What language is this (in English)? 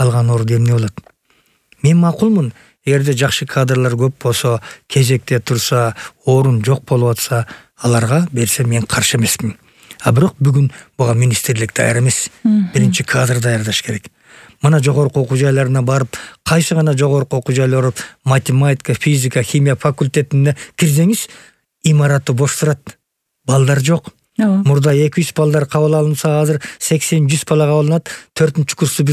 Kyrgyz